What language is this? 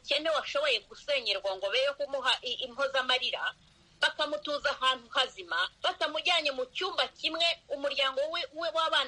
Kinyarwanda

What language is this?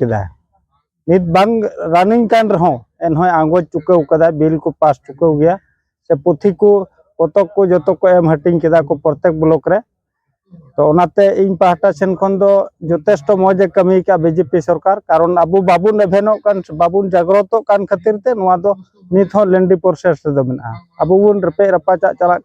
Santali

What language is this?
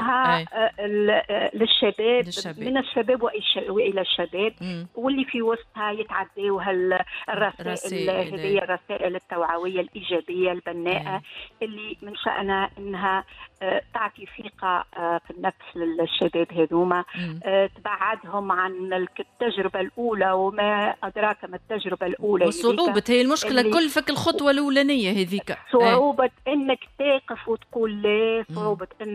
Tunisian Arabic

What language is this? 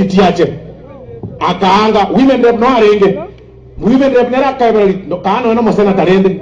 Gusii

